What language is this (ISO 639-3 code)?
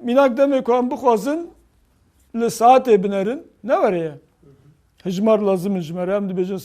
kur